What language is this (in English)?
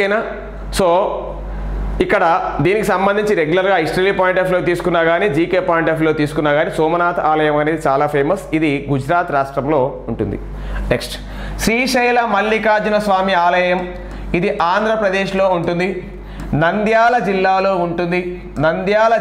Telugu